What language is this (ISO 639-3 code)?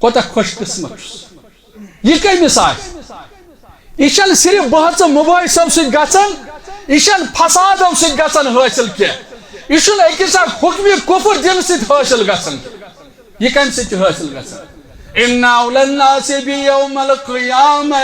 kas